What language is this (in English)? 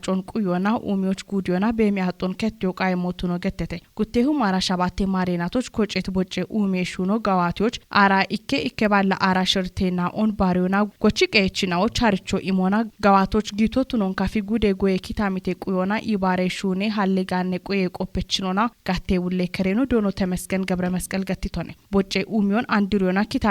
Kafa